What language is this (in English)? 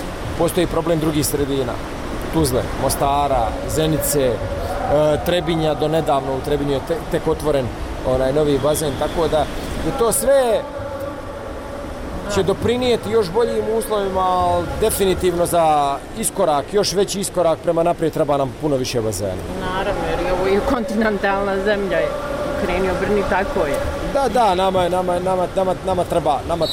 Bosnian